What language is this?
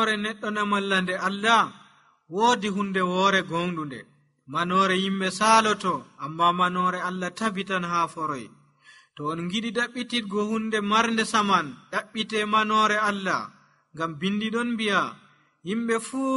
Nigerian Fulfulde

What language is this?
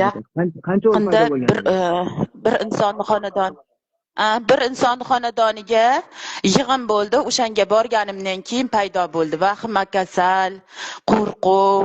Uzbek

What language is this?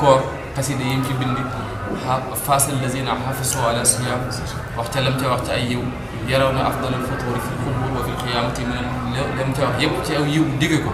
Wolof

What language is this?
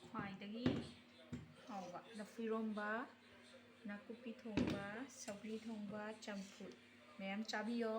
Manipuri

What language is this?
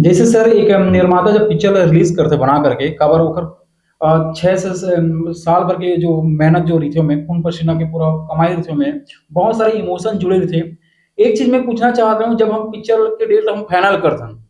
Chhattisgarhi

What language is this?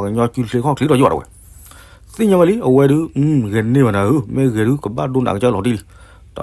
S'gaw Karen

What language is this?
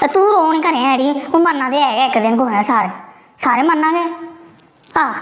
Dogri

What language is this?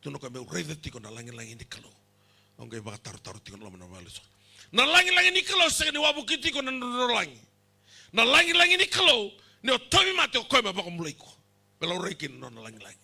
Fijian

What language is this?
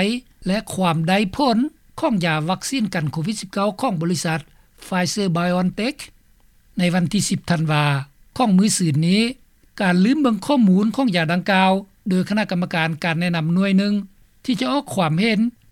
Lao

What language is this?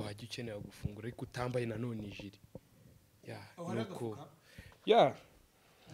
Kinyarwanda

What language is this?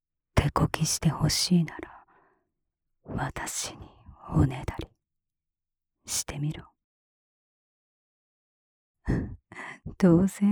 Japanese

